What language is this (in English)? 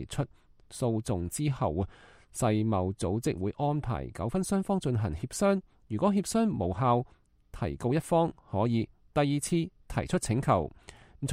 Cantonese